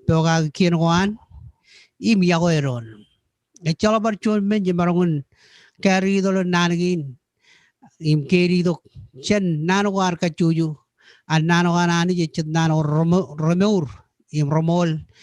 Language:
Marshallese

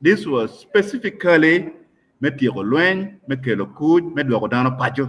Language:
Acoli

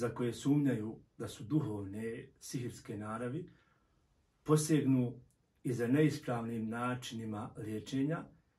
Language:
Bosnian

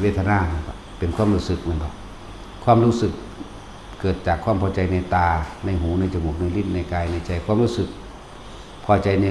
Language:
Northeastern Thai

